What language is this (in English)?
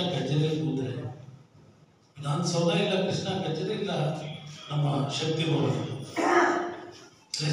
Kannada